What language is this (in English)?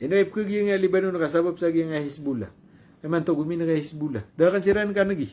Maranao